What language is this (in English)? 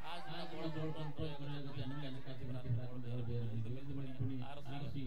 Divehi